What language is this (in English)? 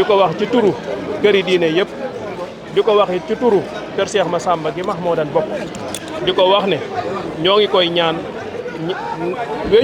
Wolof